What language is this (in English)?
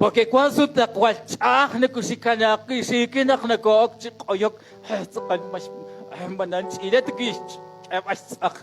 Kekchí